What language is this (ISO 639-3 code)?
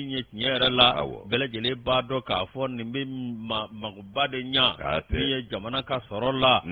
bam